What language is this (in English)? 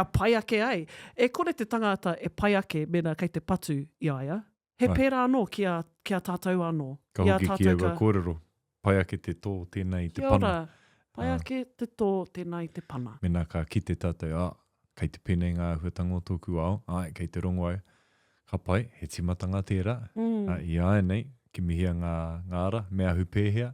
Māori